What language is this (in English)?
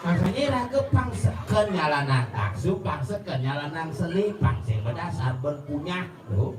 Balinese